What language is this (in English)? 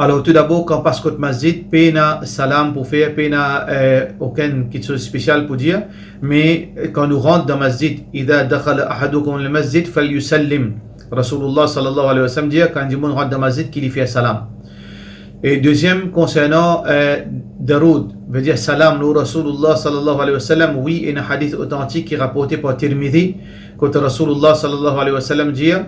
Morisyen